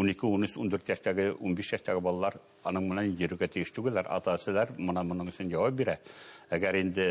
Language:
Bashkir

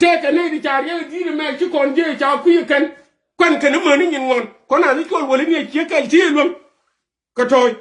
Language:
Nuer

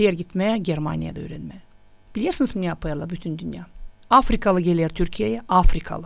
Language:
Gagauz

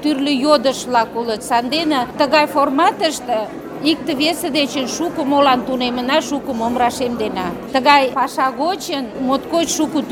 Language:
Mari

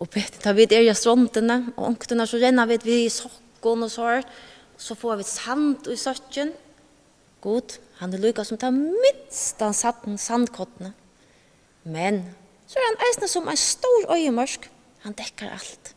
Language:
Faroese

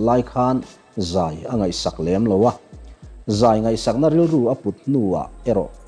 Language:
Mizo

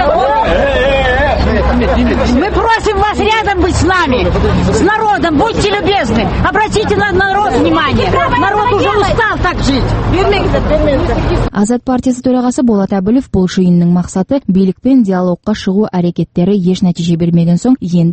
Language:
Kazakh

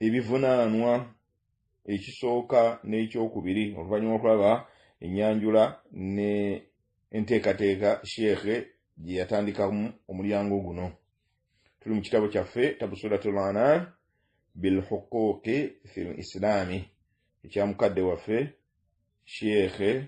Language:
Ganda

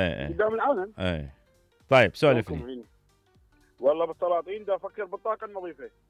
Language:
Mesopotamian Arabic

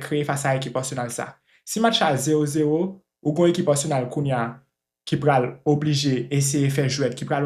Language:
Haitian Creole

